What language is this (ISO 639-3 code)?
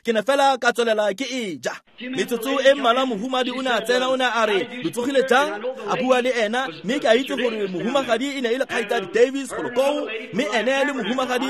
tsn